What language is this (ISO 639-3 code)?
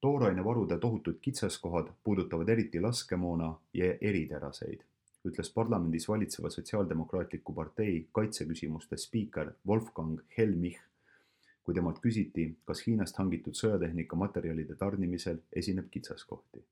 est